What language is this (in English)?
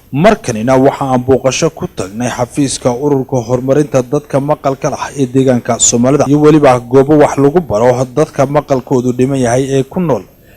Somali